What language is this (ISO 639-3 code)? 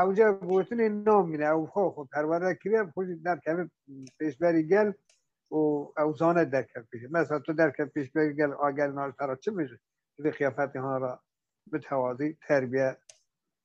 kur